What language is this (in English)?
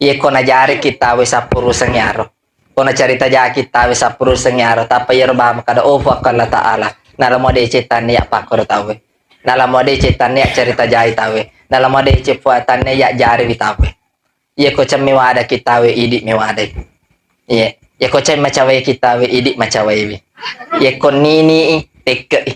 Buginese